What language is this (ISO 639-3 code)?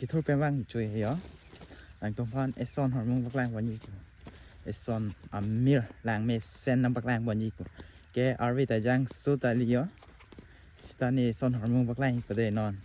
mjw